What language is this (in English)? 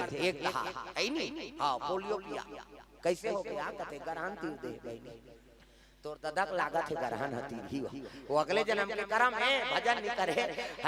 Chhattisgarhi